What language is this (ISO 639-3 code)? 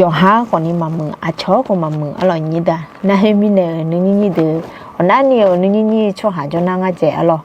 ahk